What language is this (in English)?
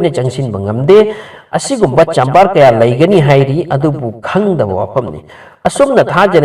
Manipuri